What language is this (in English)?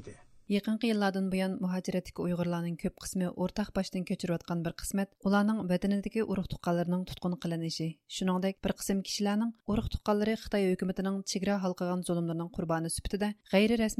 Uyghur